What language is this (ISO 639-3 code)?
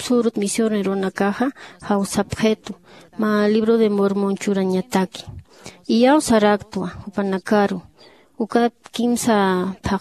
aym